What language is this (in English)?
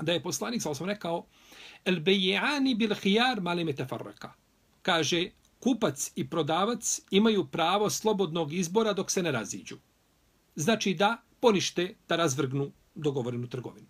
Bosnian